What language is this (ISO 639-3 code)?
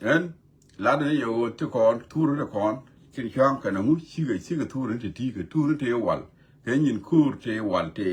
nus